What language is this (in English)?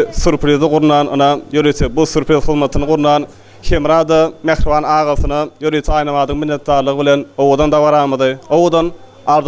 Turkmen